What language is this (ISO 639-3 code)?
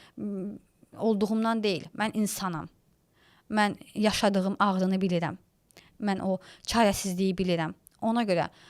aze